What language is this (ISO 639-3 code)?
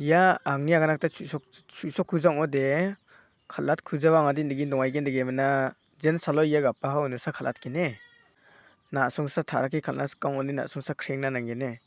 grt